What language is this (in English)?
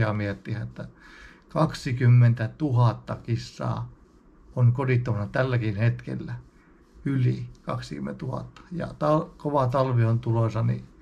Finnish